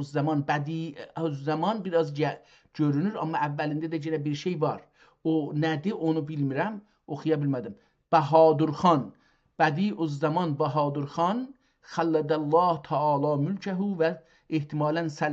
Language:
South Azerbaijani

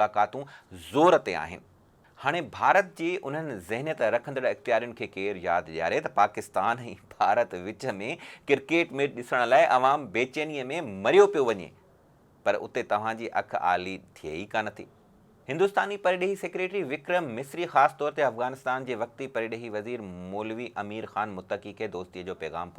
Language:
Sindhi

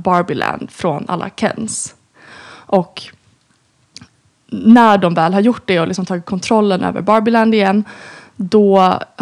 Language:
Swedish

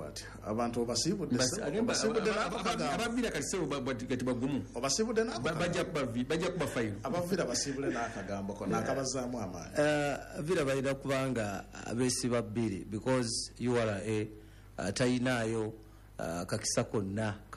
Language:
Ganda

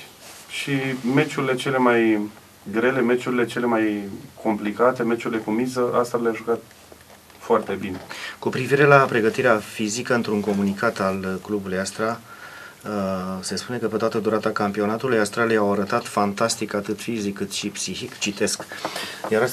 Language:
Romanian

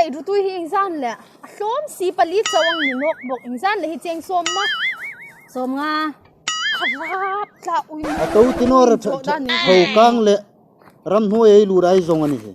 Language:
Hmar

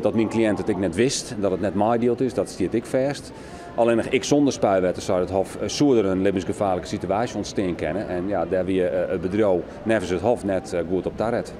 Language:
Western Frisian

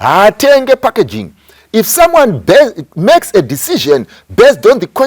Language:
Shona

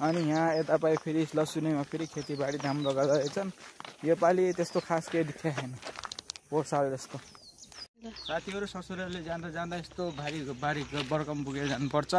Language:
Nepali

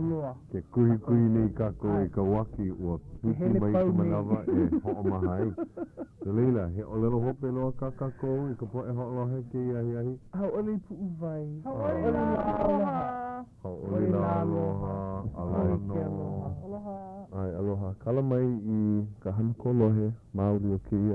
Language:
Hawaiian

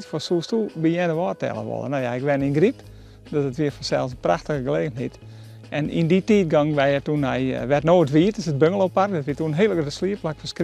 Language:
Western Frisian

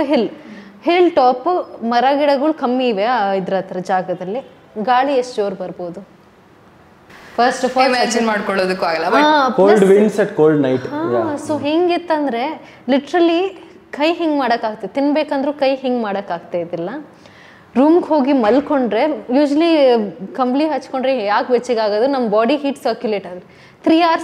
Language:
Kannada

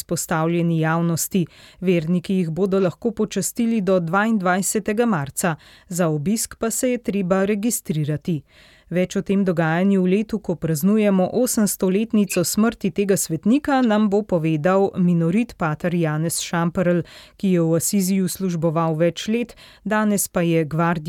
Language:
Slovenian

